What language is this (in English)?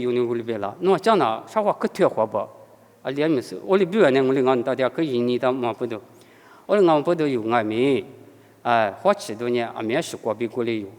Lisu